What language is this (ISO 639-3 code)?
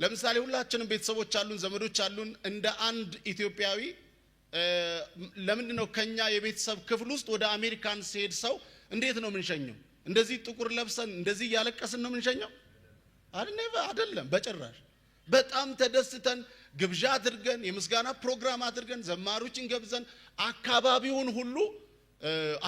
amh